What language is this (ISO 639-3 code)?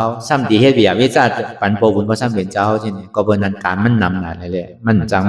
shn